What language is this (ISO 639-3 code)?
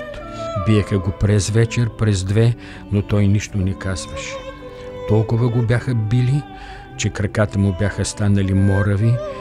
bul